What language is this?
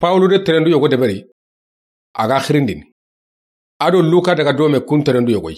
Soninke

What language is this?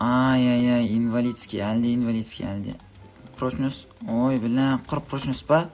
Kazakh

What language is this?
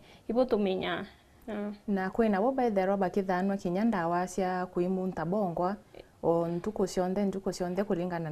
Meru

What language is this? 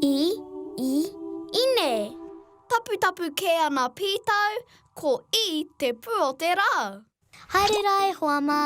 Māori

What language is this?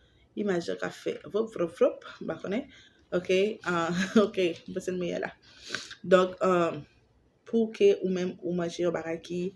Haitian Creole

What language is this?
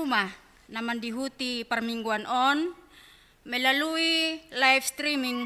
Batak Simalungun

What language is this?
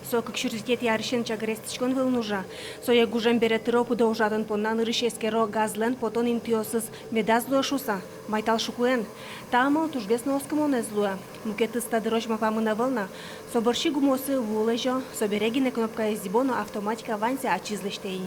Udmurt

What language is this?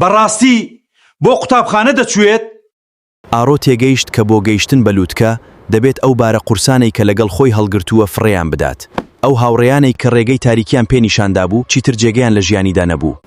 Central Kurdish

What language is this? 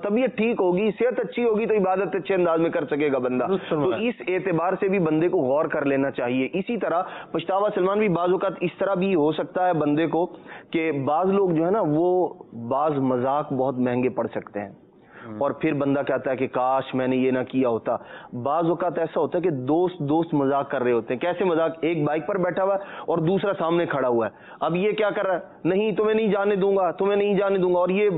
Urdu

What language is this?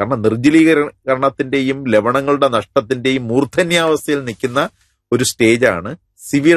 Malayalam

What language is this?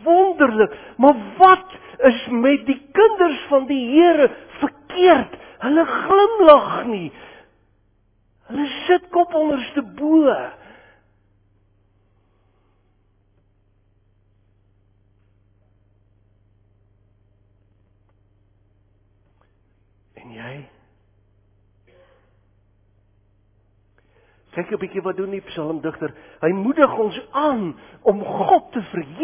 Afrikaans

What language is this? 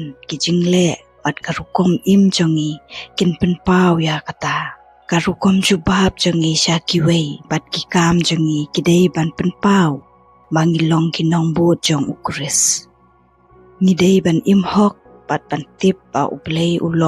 Khasi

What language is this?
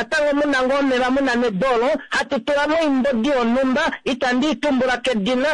Kuanyama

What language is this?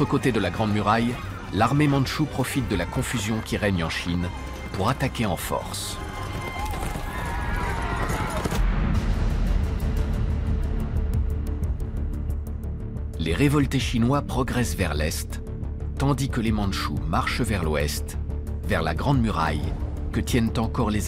French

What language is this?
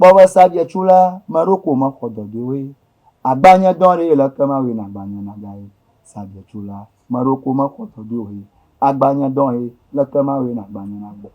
Ewe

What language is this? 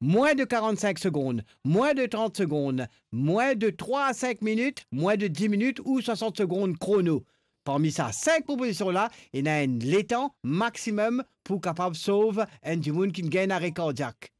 Morisyen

